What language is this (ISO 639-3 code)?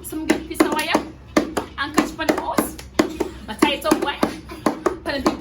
jam